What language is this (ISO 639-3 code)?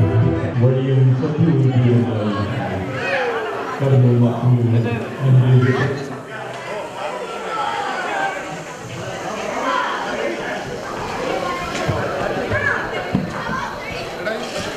mal